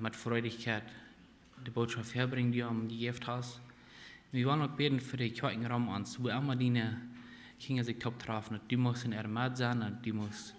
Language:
Plautdietsch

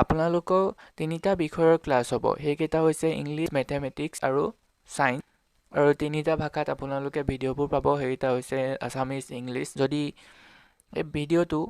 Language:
Assamese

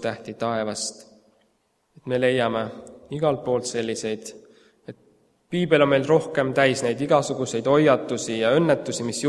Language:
Estonian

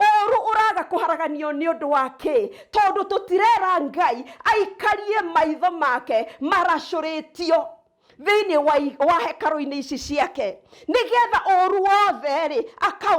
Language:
Kikuyu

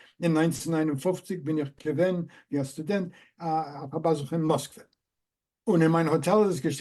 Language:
Yiddish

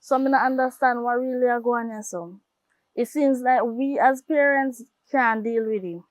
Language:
Jamaican Creole English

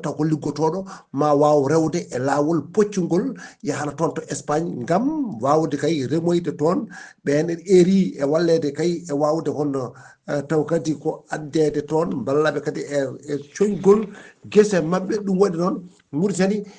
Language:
Fula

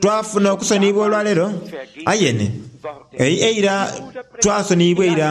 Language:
Soga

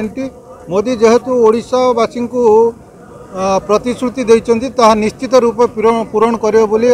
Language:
Odia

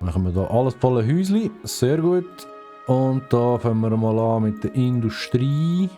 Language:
Swiss German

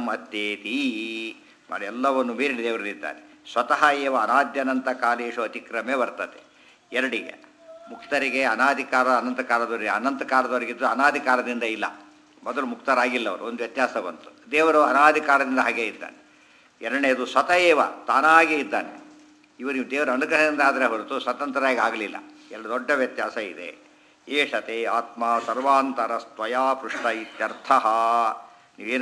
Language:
Kannada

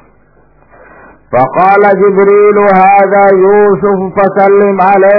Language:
Indonesian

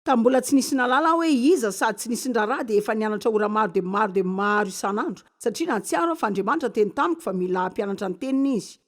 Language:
Malagasy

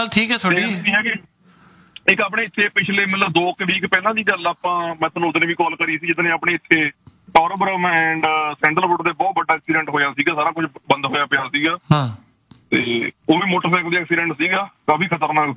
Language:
Punjabi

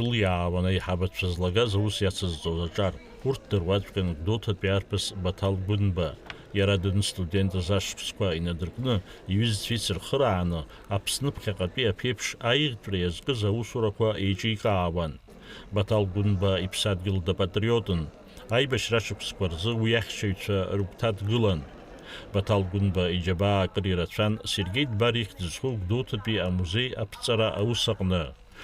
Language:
Abkhazian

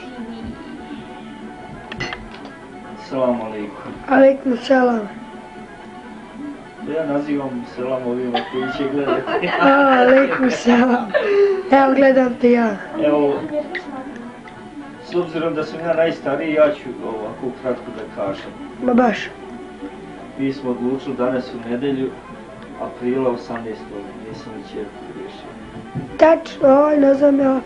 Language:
Bosnian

